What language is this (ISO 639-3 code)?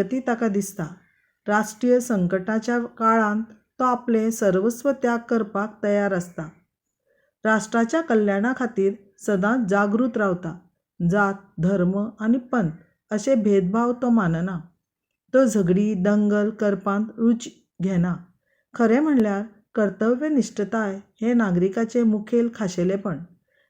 kok